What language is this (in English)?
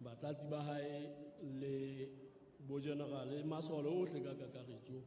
Southern Sotho